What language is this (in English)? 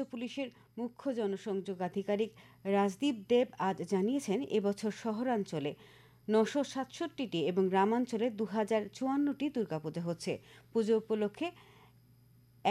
Bangla